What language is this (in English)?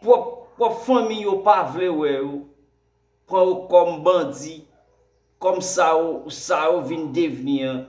Haitian Creole